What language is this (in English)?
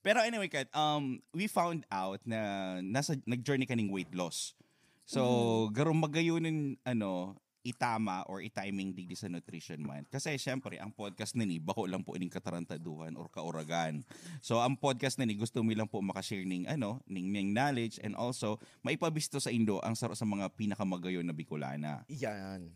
Bikol